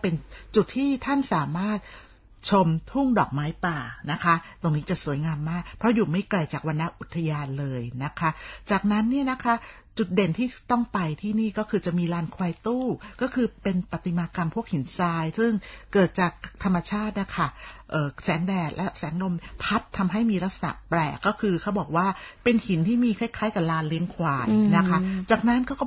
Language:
Thai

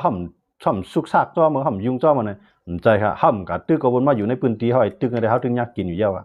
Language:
Shan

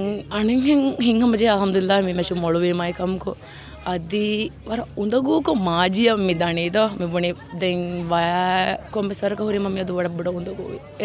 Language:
Divehi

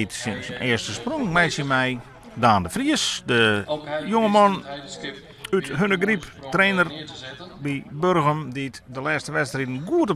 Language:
Western Frisian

